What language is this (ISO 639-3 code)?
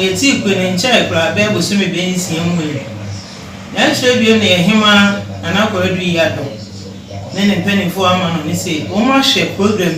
aka